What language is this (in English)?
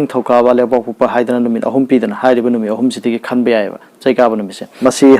Manipuri